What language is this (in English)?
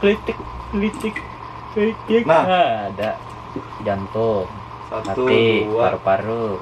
Banjar